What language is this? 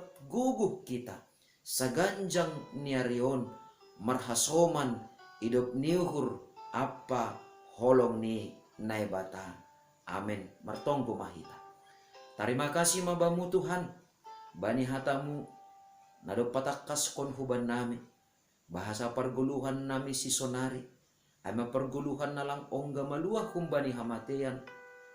Batak Simalungun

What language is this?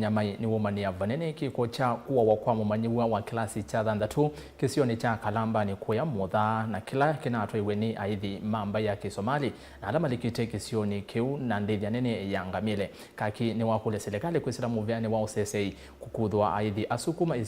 Kamba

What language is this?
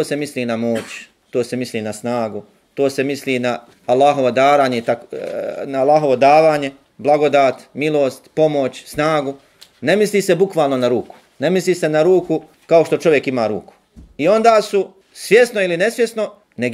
Bosnian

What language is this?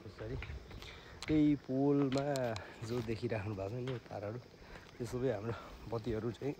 Nepali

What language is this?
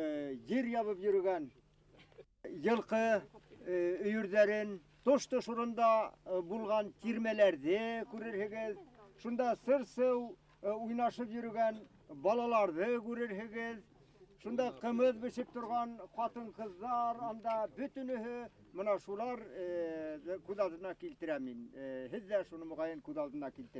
Bashkir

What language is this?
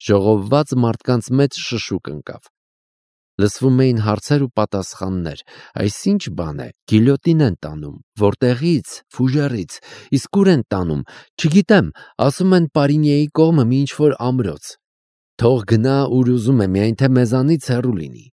Armenian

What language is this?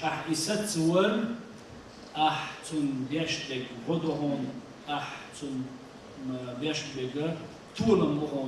Chechen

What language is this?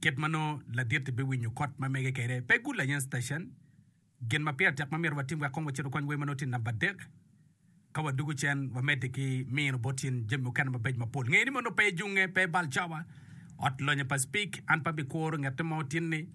Acoli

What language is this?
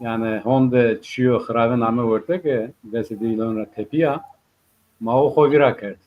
Zaza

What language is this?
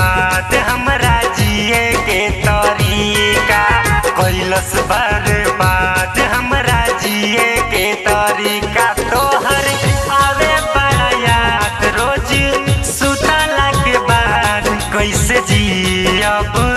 Bhojpuri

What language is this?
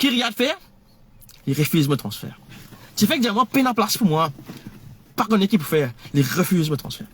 Morisyen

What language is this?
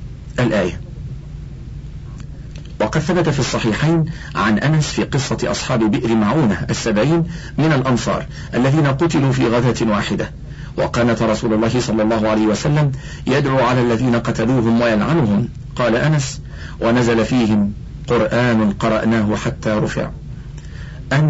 Arabic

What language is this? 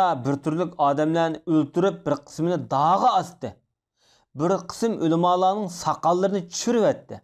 Uyghur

